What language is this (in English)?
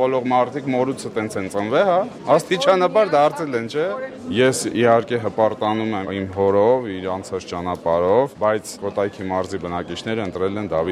Armenian